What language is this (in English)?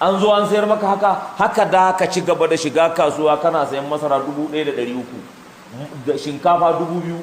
Hausa